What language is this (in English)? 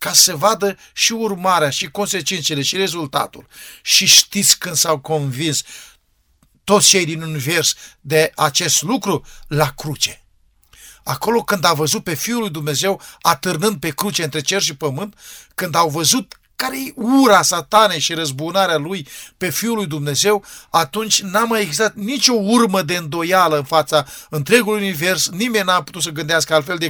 Romanian